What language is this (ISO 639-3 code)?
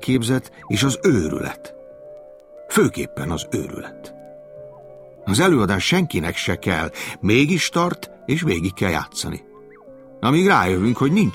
hun